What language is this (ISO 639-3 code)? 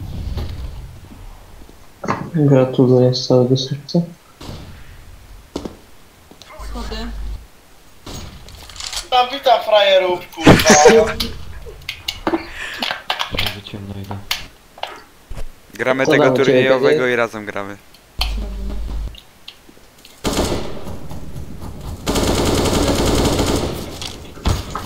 pol